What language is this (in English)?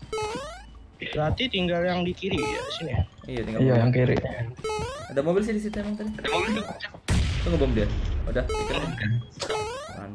Indonesian